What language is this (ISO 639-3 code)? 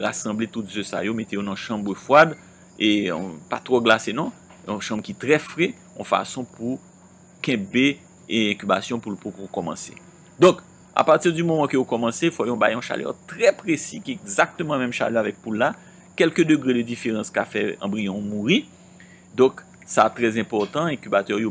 hat